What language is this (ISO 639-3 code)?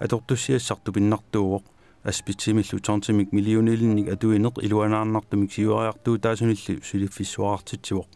kal